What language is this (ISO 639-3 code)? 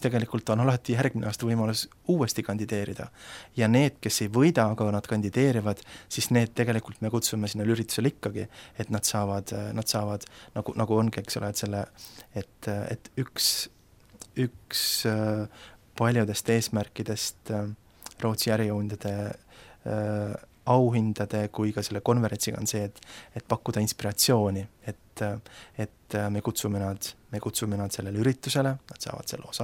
est